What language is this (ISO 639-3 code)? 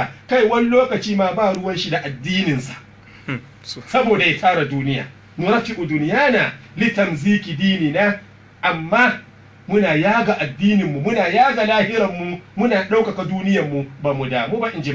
hau